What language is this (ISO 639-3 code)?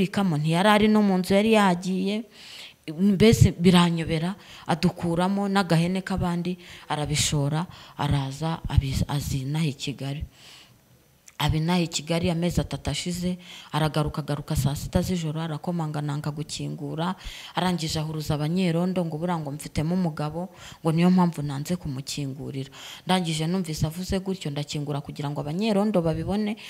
kin